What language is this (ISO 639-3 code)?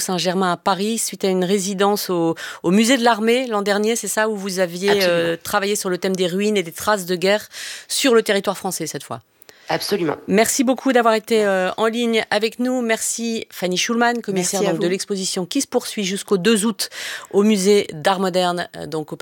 fra